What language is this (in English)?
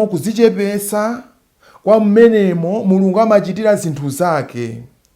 Nyanja